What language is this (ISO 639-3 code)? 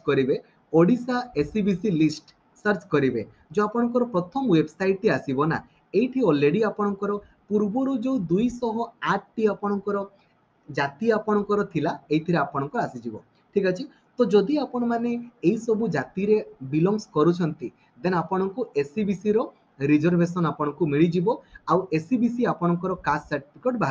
ori